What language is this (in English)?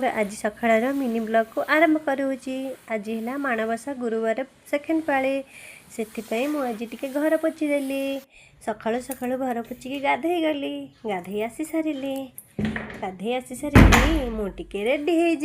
Odia